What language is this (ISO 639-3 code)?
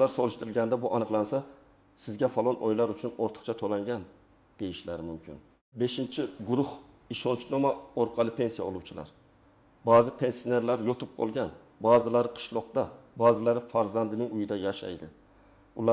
uzb